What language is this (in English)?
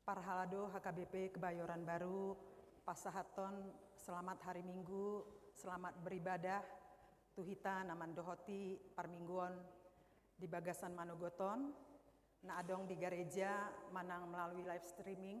Batak Toba